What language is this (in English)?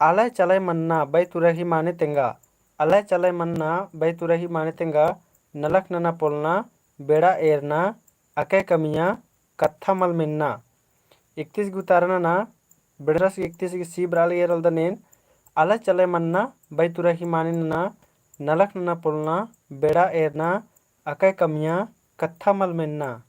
Kurukh